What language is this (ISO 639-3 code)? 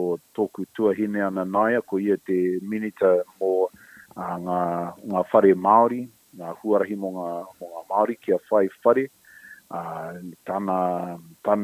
mri